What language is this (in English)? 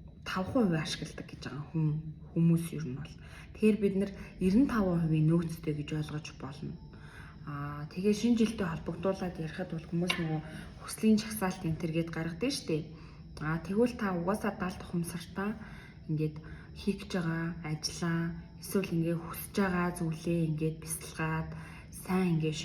Mongolian